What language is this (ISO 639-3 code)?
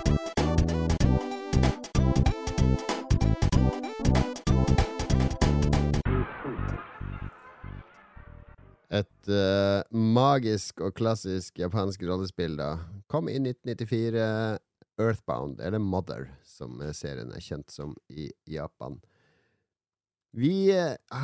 nor